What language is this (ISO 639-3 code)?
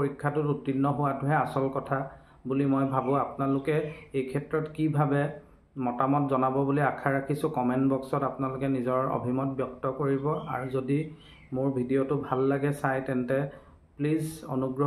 asm